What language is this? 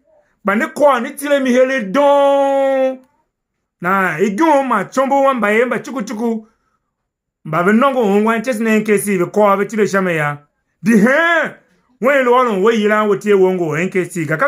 Tiv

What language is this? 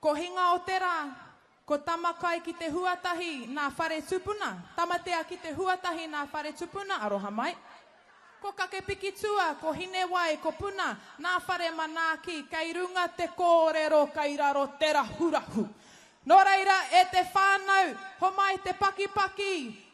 Māori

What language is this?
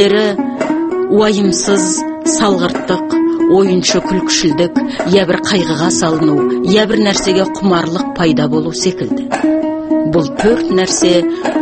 Kazakh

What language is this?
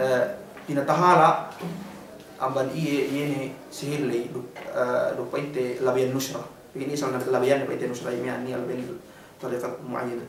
Yakan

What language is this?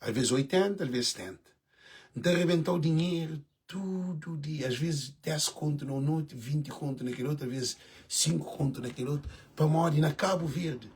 Kabuverdianu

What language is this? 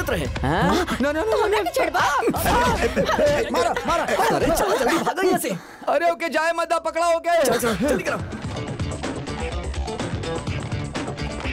Bhojpuri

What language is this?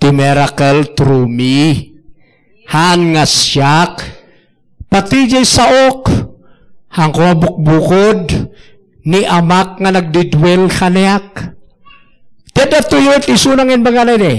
Iloko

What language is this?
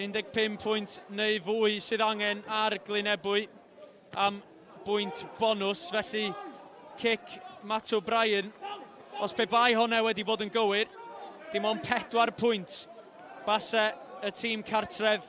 Welsh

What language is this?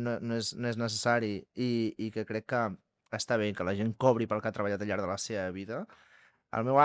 Catalan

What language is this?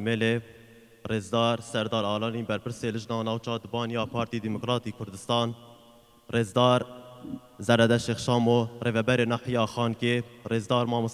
Kurdish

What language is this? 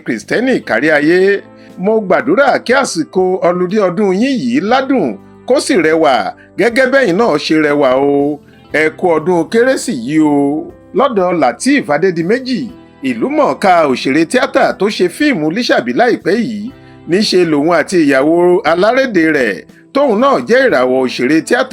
Yoruba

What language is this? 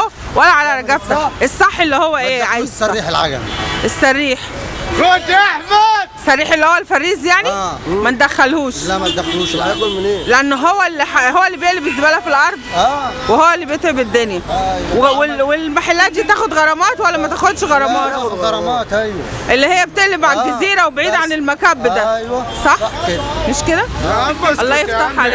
Egyptian Arabic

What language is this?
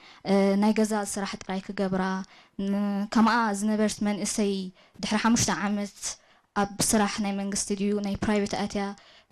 Tigrinya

